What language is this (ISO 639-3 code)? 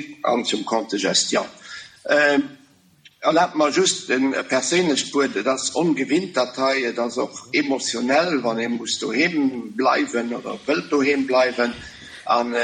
ltz